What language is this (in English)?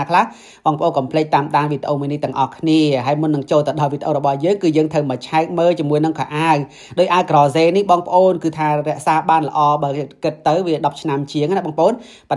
Khmer